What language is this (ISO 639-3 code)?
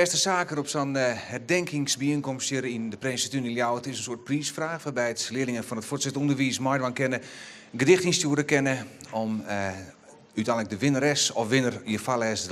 fry